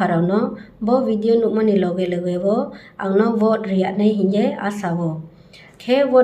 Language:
Riang (India)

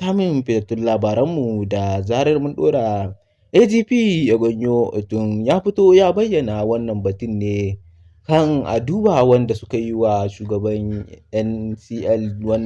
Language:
Hausa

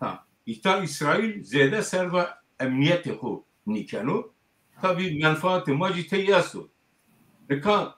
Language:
Zaza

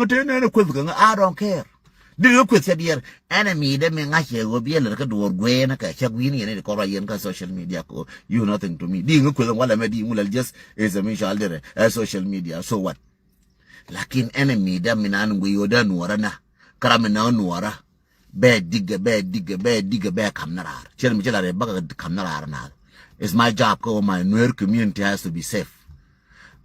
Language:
Nuer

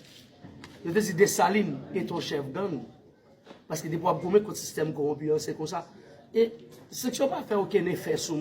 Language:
Haitian Creole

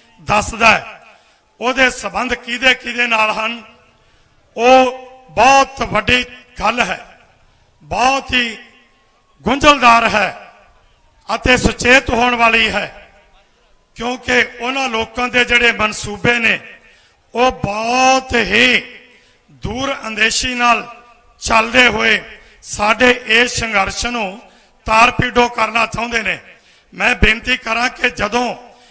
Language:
Punjabi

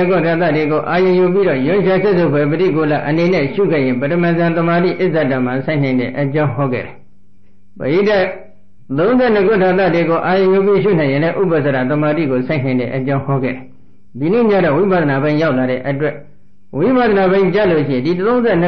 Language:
Burmese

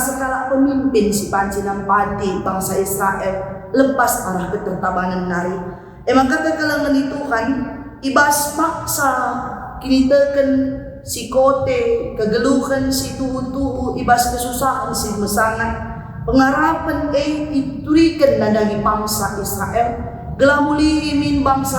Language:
Batak Karo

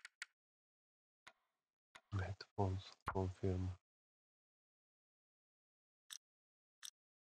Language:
Slovak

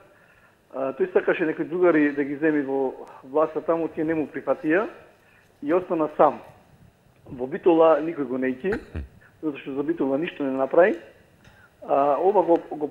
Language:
Macedonian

